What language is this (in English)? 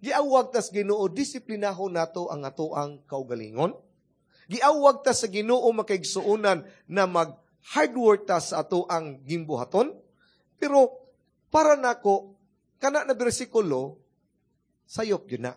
Cebuano